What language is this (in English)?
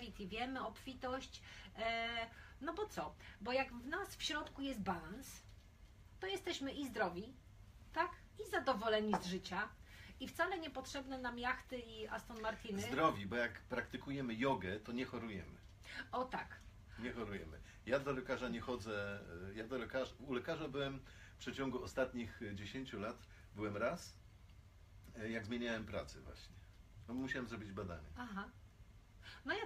Polish